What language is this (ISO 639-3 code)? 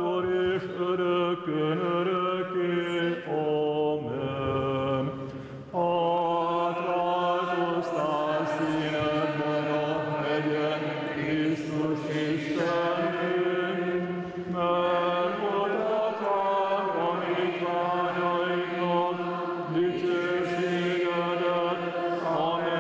hun